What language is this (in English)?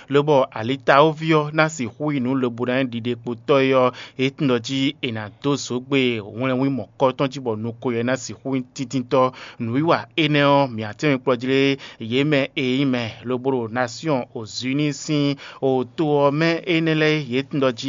Fon